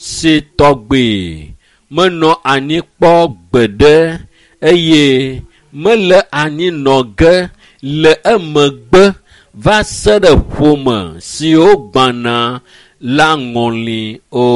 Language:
Ewe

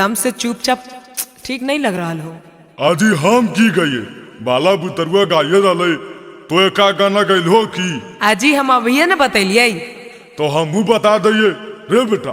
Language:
Magahi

